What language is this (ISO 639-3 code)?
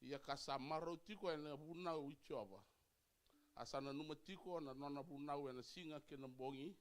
fij